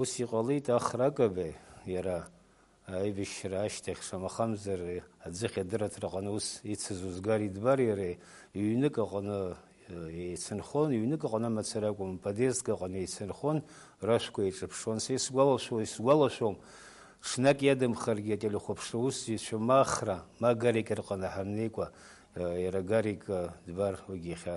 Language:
Abkhazian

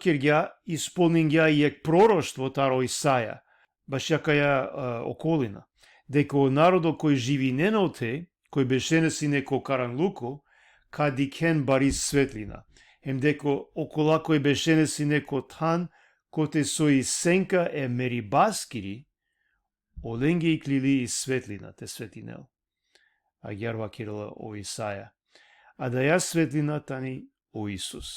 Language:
Balkan Romani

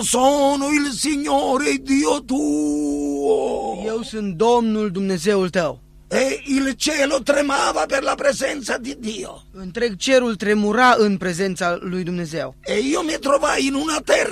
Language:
Romanian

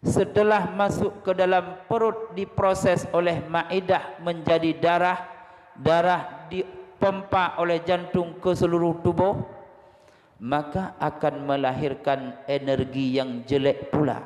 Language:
Achinese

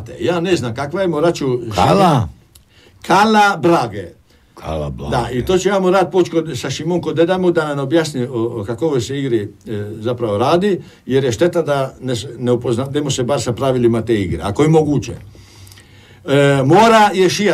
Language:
Croatian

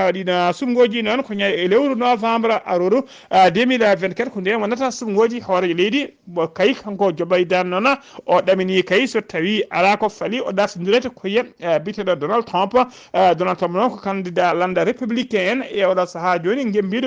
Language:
Fula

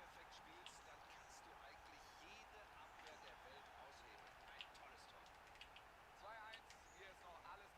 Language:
Bavarian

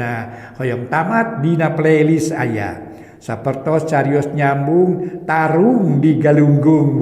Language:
Sundanese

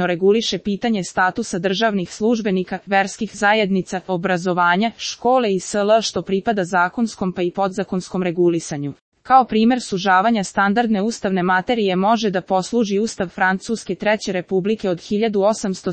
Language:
Serbian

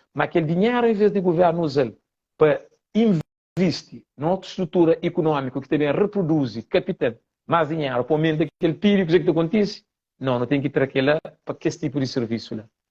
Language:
Kabuverdianu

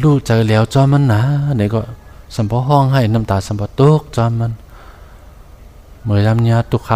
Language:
Shan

